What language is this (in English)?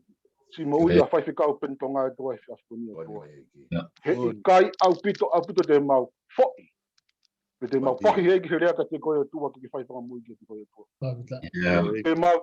Tongan